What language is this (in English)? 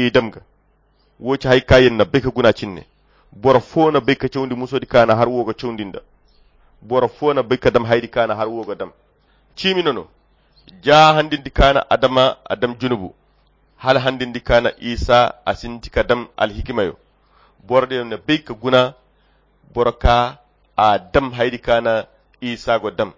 Koyra Chiini